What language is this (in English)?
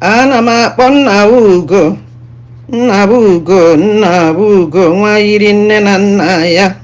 Igbo